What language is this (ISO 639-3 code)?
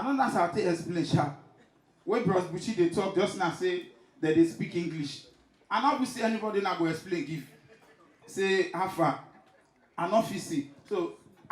pcm